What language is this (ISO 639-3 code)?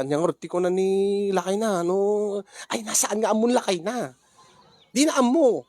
ilo